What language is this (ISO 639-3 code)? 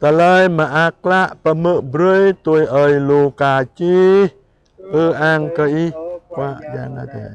jra